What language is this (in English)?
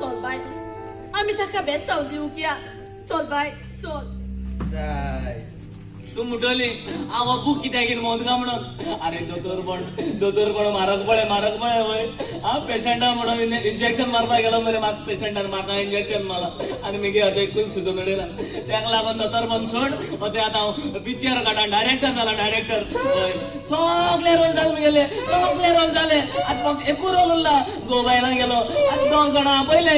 Konkani